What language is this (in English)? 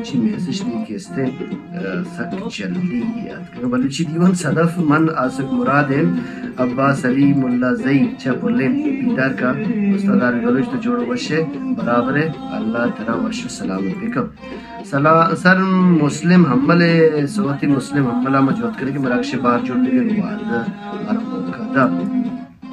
Baluchi